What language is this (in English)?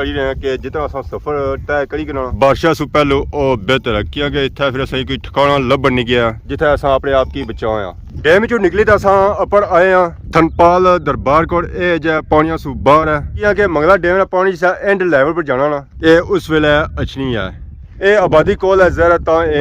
Pahari-Potwari